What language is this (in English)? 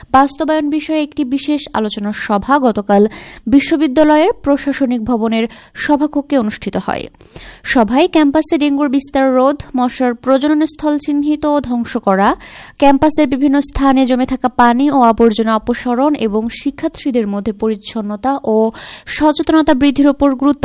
Bangla